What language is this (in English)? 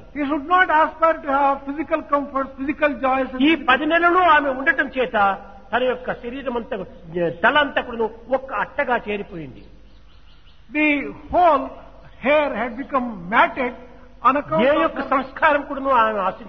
Telugu